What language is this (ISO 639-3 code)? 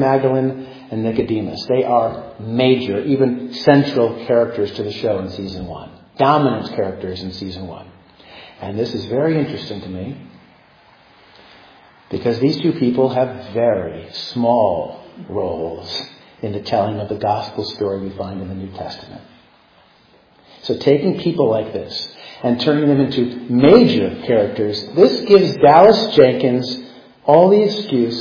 eng